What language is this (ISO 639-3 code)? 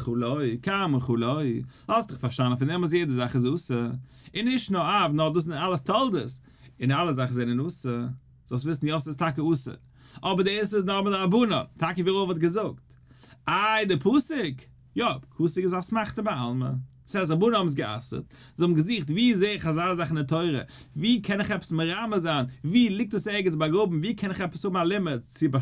yid